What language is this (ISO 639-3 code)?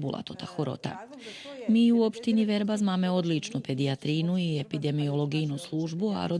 rue